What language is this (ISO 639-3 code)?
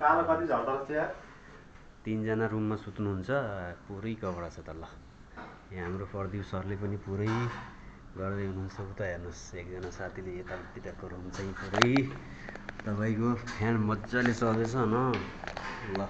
nep